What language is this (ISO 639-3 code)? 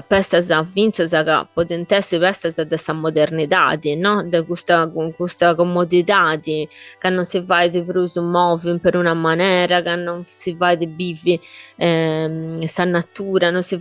srd